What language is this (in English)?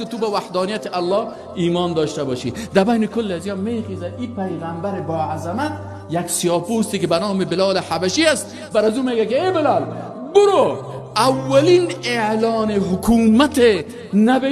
Persian